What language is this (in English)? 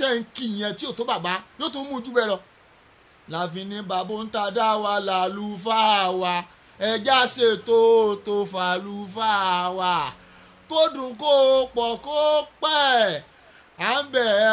Yoruba